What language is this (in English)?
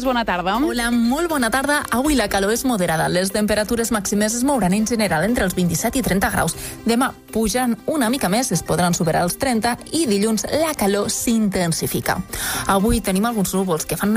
Catalan